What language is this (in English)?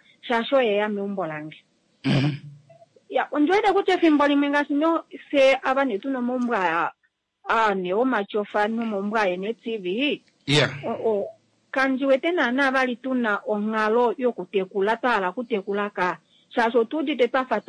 Kuanyama